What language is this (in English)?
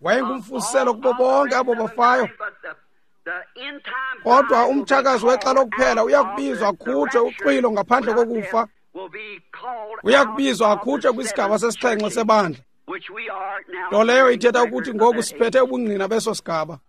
Xhosa